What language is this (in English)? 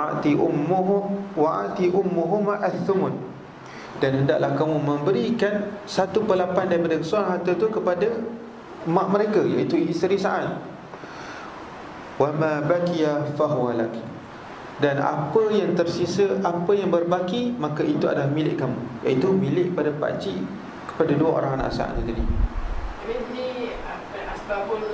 Malay